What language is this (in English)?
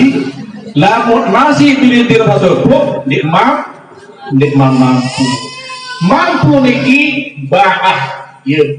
Sasak